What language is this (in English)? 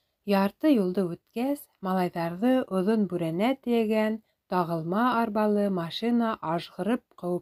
Bashkir